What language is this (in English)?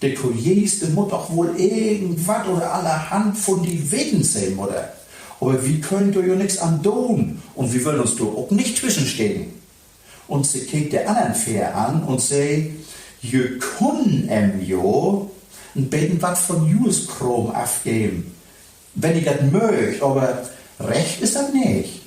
Low German